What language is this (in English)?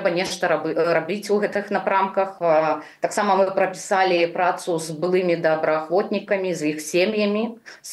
Belarusian